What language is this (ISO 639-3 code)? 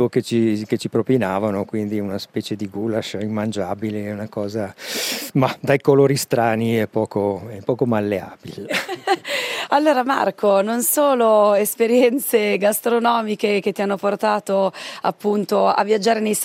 ita